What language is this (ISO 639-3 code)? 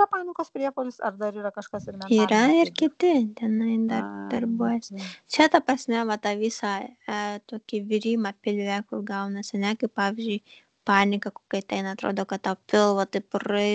lit